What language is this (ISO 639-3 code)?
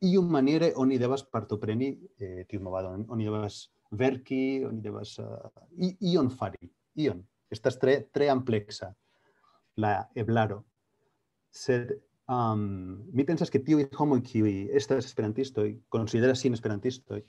epo